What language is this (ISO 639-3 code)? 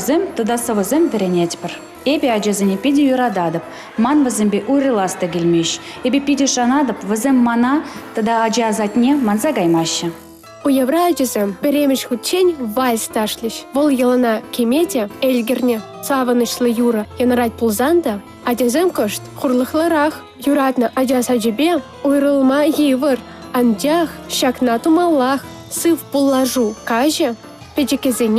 chv